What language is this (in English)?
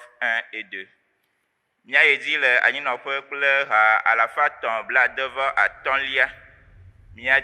Ewe